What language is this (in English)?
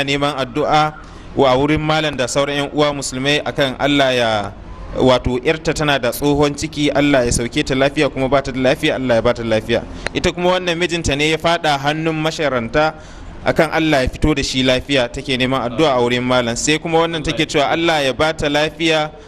Hausa